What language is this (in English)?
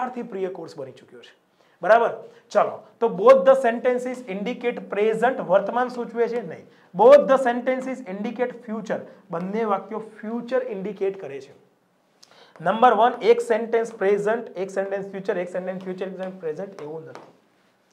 Gujarati